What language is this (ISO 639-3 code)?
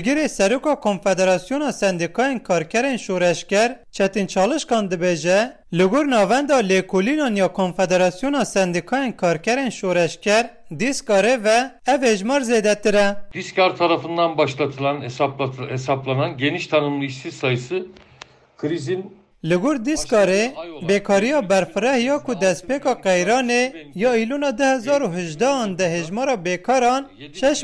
kur